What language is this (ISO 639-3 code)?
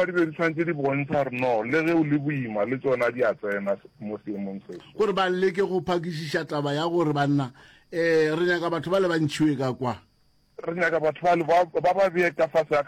nso